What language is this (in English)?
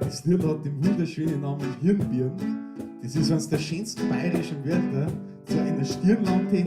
Bavarian